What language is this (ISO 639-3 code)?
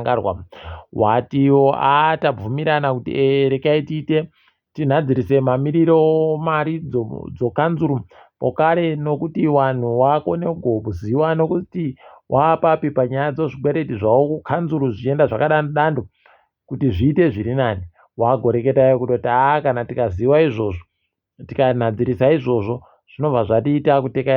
ndc